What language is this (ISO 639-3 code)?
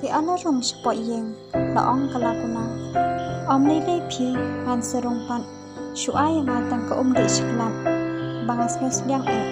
kha